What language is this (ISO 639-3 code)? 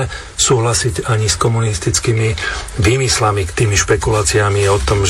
slk